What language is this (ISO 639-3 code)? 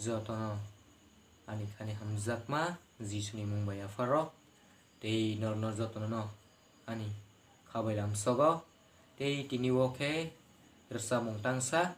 trp